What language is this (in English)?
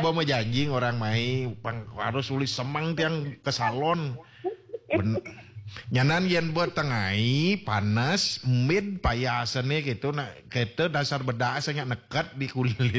Balinese